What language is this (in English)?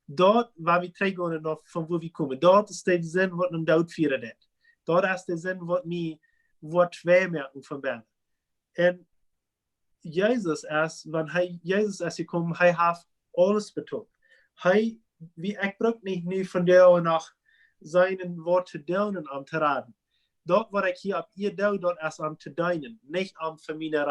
Plautdietsch